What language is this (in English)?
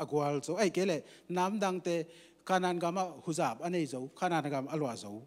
Tedim Chin